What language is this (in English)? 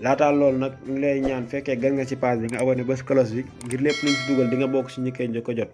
Wolof